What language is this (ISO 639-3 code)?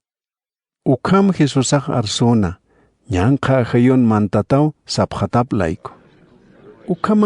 aym